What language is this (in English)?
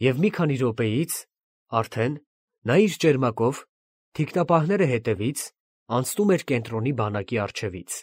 Armenian